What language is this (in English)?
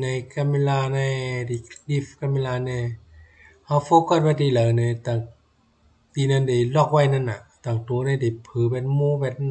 Shan